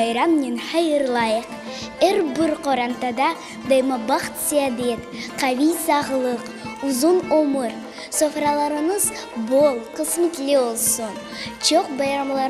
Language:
Crimean Tatar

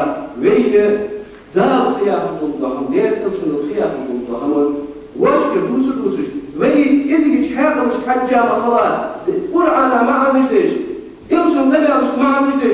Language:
Ingush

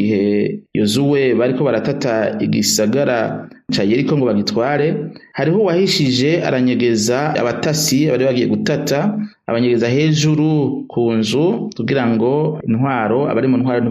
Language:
Rundi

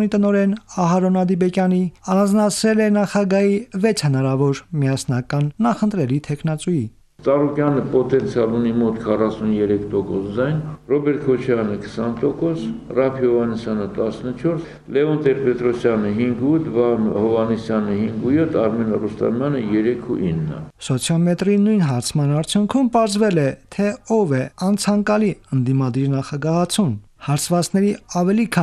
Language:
Armenian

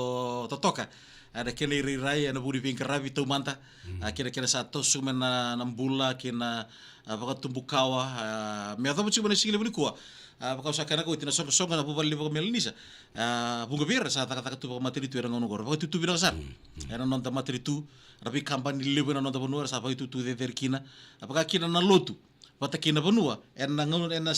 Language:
Fijian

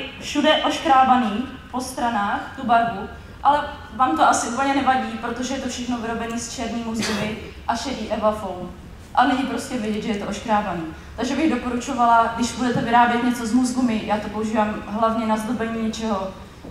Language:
Czech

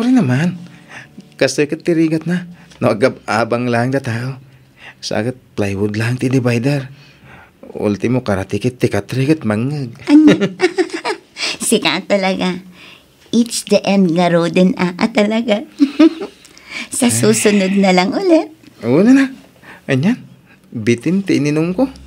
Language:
Iloko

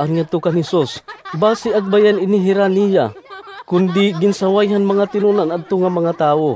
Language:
Waray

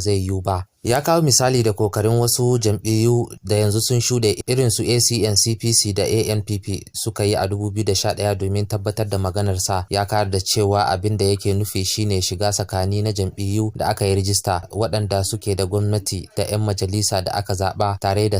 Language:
Hausa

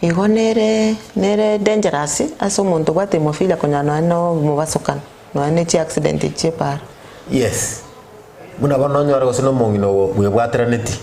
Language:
Gusii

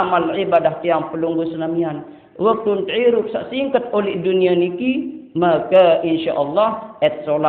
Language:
Sasak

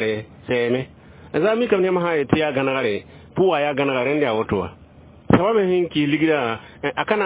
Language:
Mossi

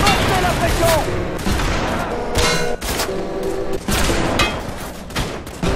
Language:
French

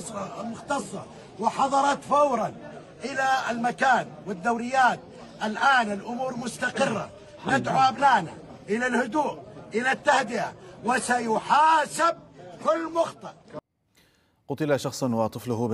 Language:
Arabic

